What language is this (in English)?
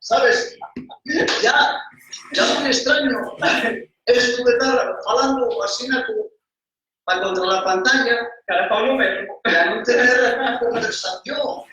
Asturian